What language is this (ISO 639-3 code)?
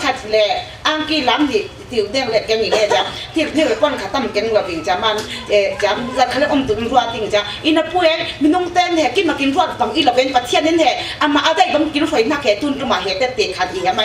cfm